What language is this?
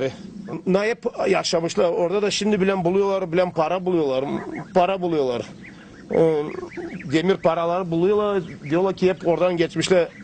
Gagauz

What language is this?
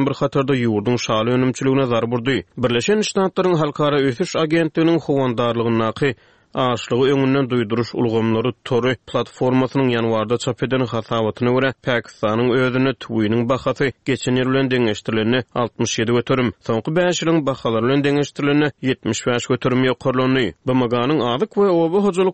Turkmen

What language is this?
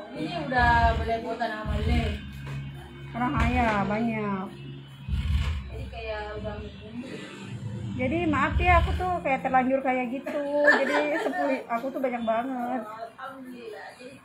Indonesian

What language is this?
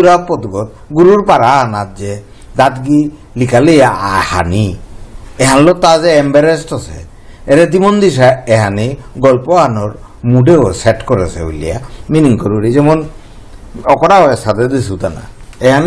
Bishnupriya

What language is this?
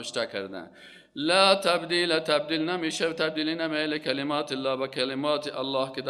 Persian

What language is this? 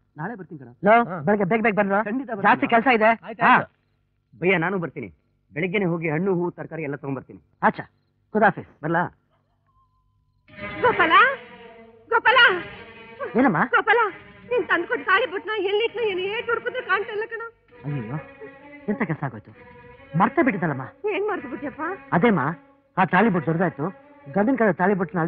Kannada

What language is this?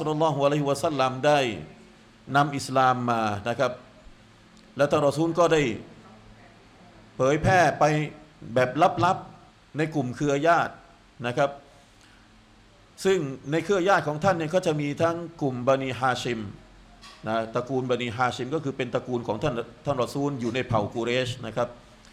Thai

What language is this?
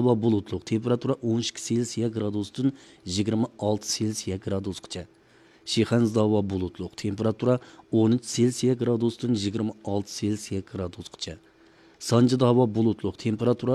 Uyghur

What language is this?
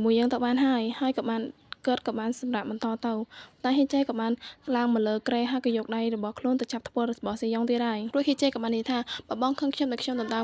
Khmer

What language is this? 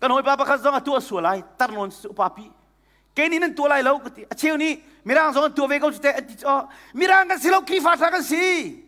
Hakha Chin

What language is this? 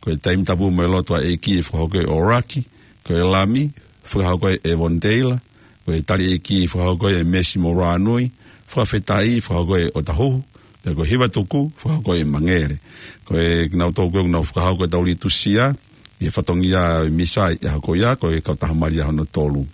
Tongan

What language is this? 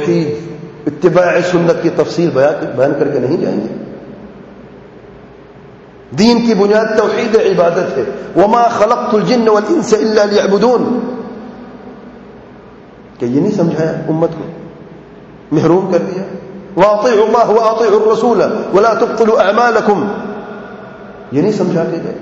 Urdu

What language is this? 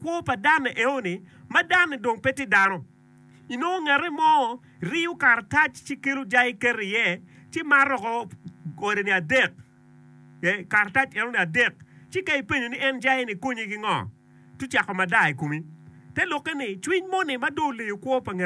Acoli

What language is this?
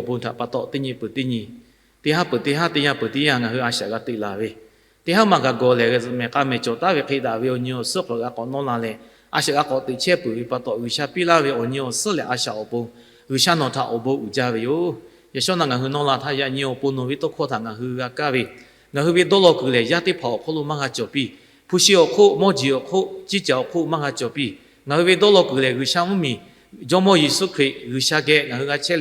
Lahu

